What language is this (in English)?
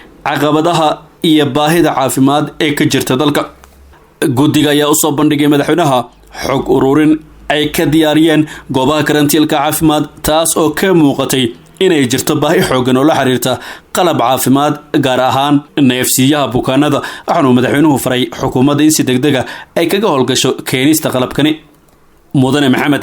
Somali